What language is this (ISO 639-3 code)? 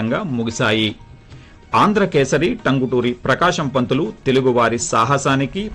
tel